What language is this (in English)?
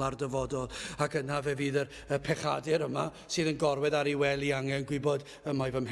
Welsh